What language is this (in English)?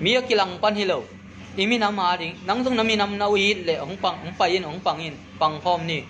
Tedim Chin